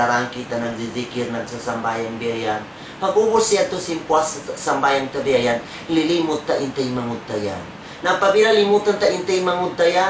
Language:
Tausug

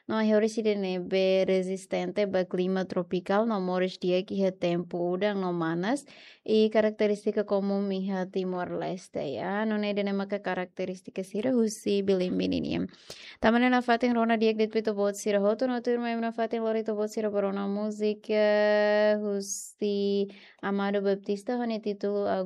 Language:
Tetum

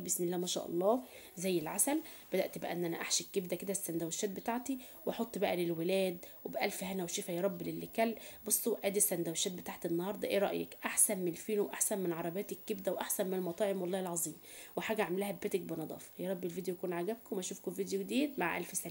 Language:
Egyptian Arabic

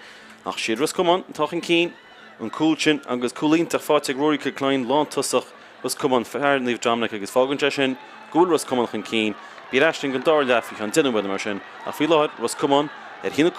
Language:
Irish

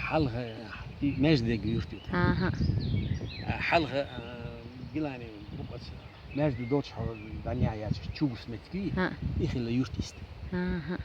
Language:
Chechen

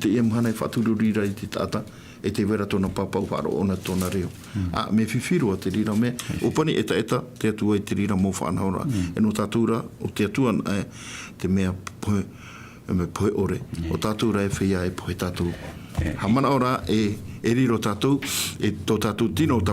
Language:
Tahitian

